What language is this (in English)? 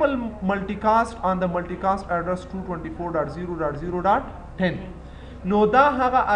Pashto